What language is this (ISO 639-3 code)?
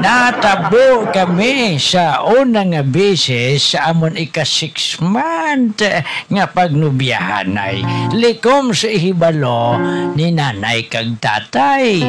hil